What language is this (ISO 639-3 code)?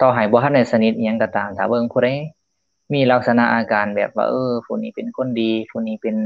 lao